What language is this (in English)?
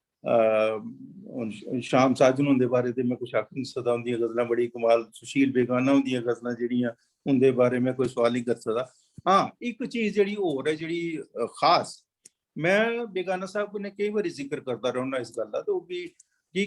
Dogri